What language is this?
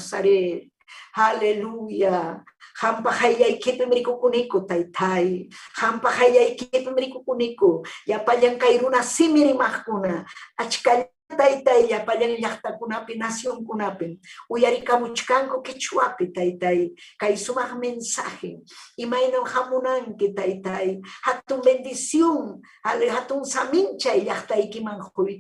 Ayacucho Quechua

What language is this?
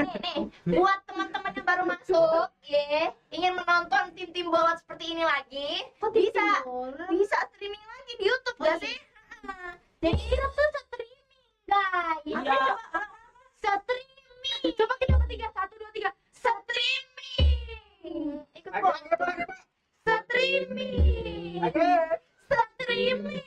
Betawi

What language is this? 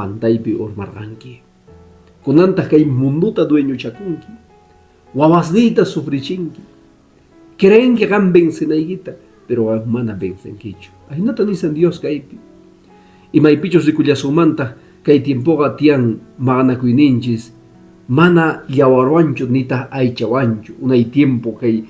Quechua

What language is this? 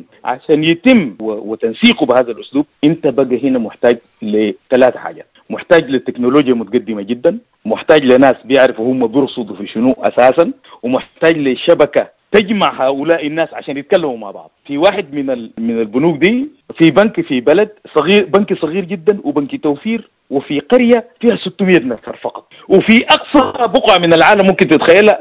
Sudanese Arabic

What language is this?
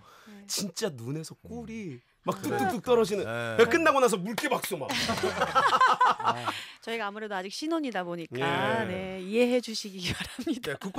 Korean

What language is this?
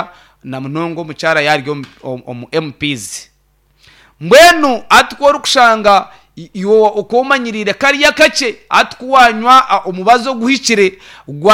Nyankole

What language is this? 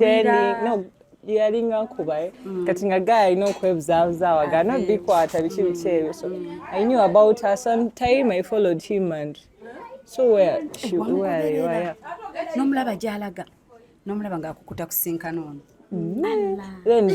Ganda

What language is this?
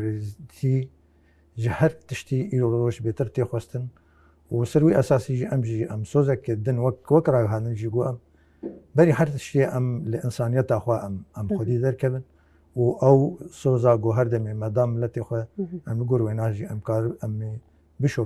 Kurdish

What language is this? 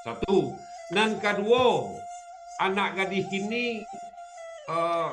Minangkabau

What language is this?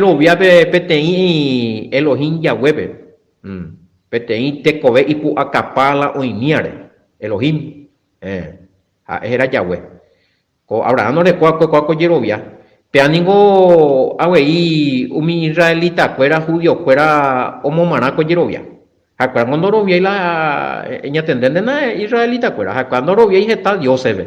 Guarani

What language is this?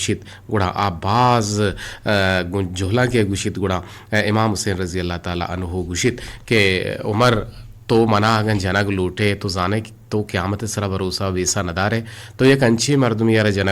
Eastern Balochi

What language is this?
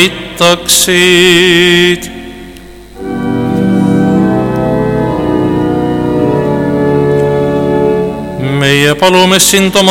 Estonian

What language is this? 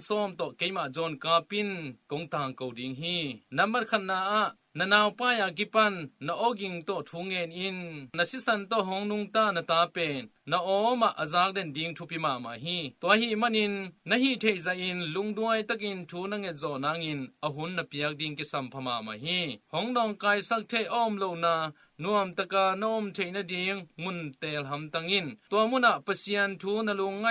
Tedim Chin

